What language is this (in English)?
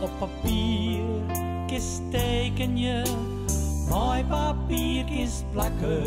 Western Frisian